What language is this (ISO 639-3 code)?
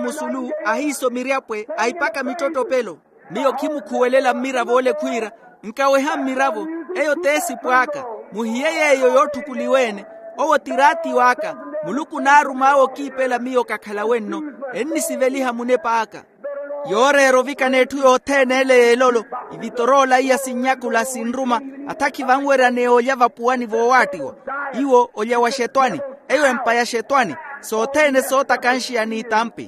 vmw